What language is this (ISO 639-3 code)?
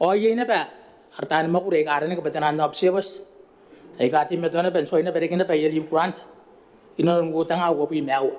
gil